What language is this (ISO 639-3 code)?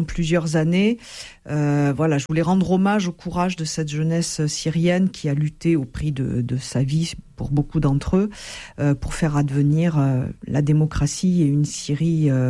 fra